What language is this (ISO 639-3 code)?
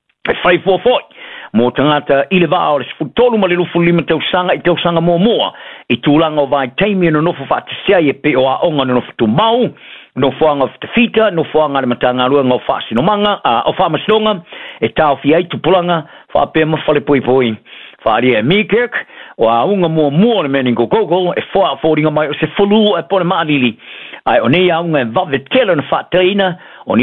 smo